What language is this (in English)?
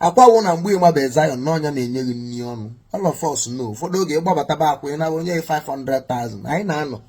Igbo